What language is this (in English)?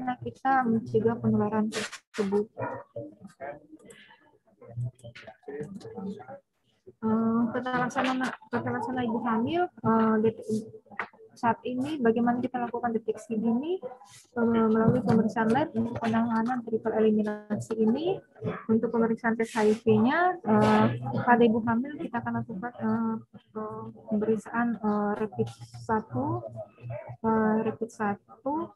Indonesian